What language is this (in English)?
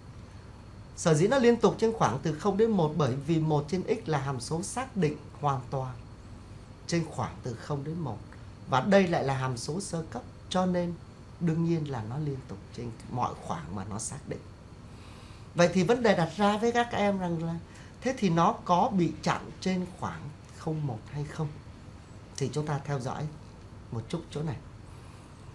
Vietnamese